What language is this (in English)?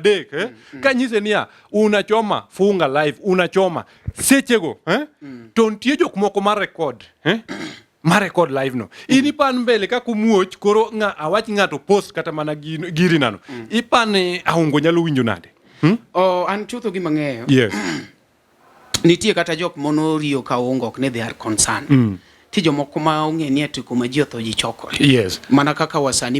Luo (Kenya and Tanzania)